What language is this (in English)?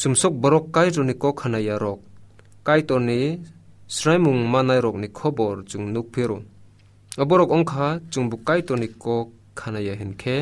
Kok Borok